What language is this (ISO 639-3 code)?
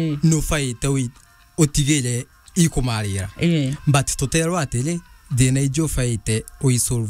mer